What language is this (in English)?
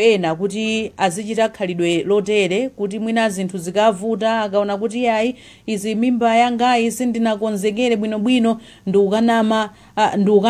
Nyanja